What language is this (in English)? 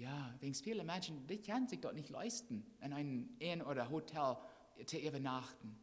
Plautdietsch